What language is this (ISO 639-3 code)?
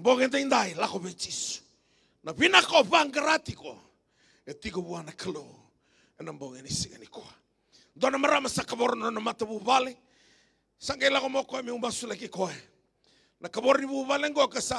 fij